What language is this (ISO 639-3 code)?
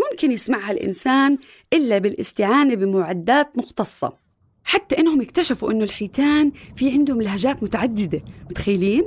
apc